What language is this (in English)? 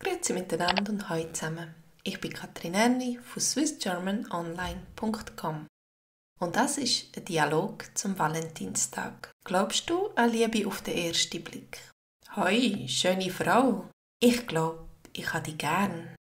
Swiss German